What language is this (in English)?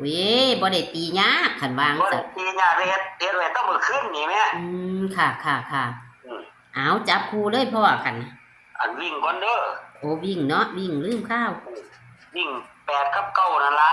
Northeastern Thai